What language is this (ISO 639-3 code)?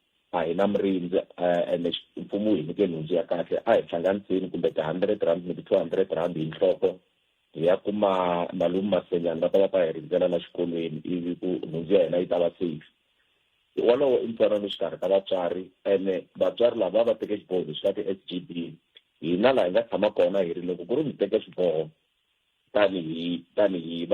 tso